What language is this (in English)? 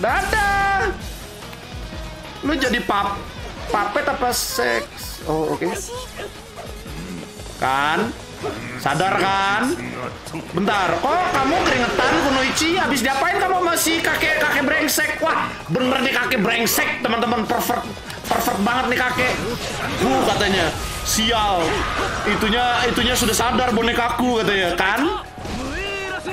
Indonesian